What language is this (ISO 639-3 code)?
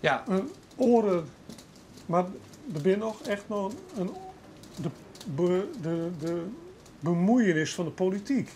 fry